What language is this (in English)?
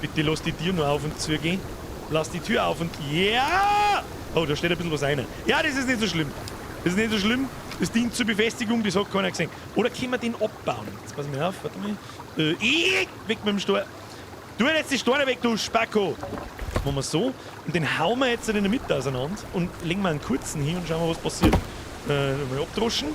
Bavarian